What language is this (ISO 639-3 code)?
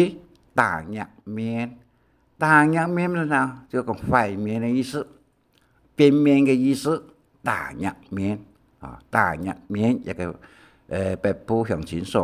hak